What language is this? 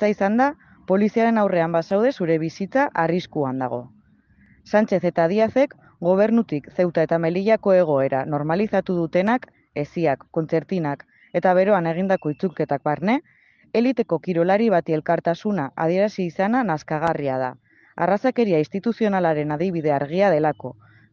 Basque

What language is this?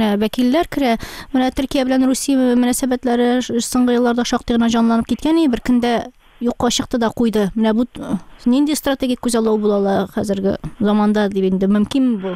Tatar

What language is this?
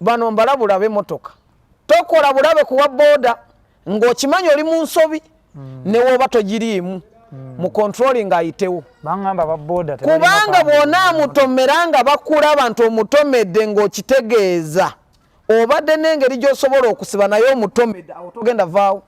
Ganda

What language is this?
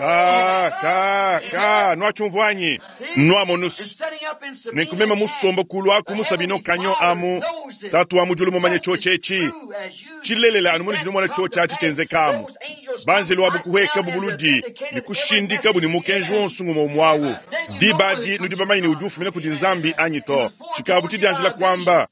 Luba-Lulua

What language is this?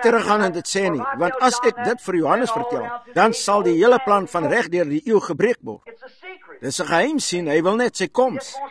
Afrikaans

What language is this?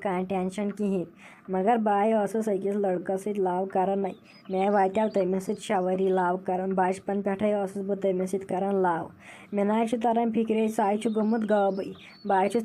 Kashmiri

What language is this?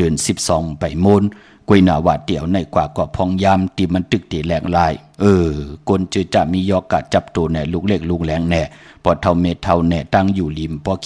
Shan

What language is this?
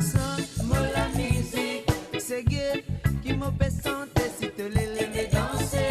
Morisyen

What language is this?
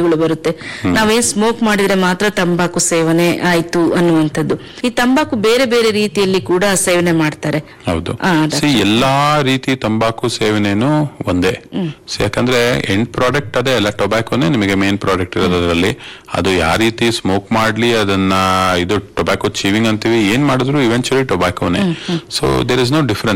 Kannada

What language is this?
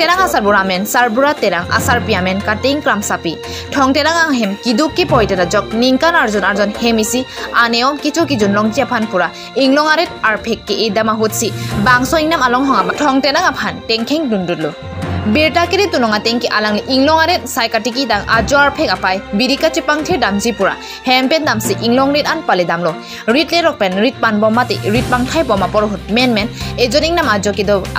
Karbi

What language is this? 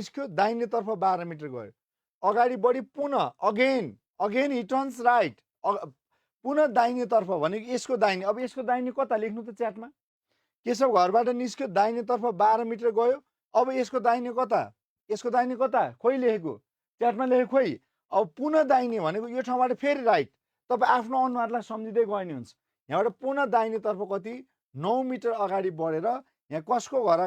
Nepali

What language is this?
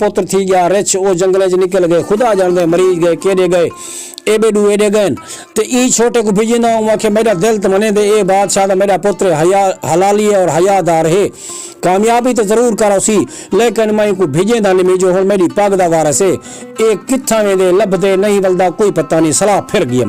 Saraiki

